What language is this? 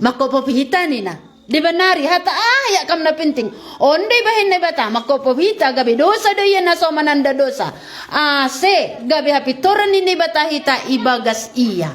Batak Simalungun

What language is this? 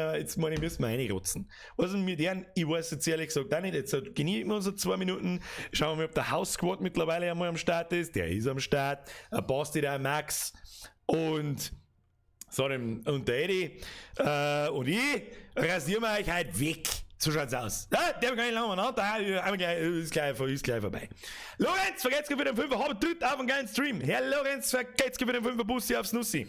Bavarian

